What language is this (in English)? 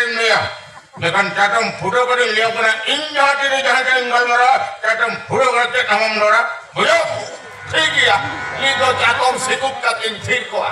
Santali